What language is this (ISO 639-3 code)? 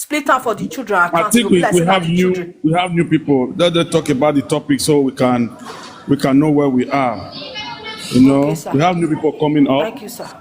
pcm